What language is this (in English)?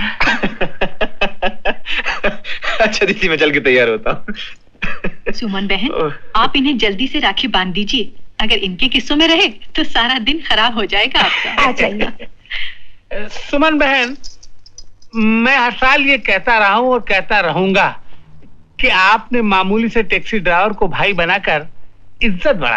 Hindi